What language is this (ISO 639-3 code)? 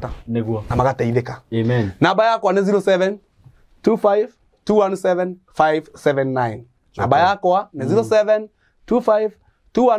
kik